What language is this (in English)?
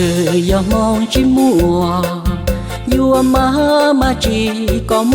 Hmong